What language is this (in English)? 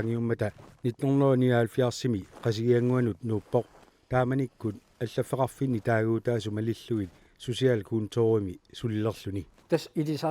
Kalaallisut